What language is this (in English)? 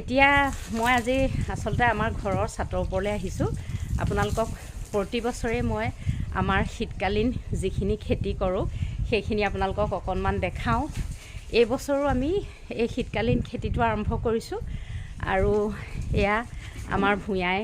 Assamese